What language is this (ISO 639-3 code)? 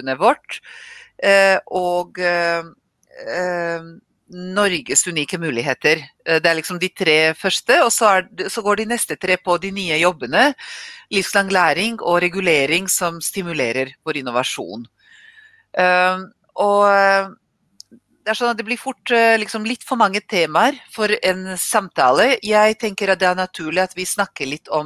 nor